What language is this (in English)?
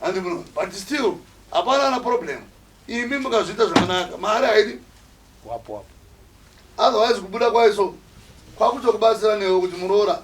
Shona